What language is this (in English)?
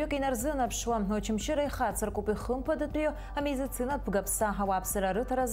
Abkhazian